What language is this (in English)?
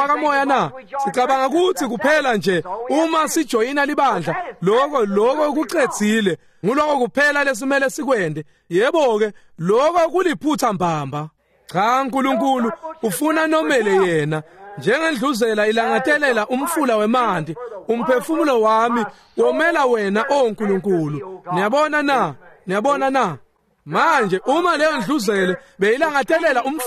Swati